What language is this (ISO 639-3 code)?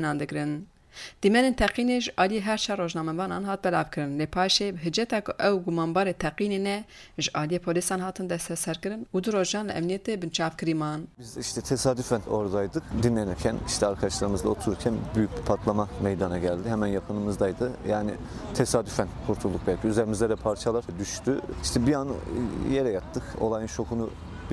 kur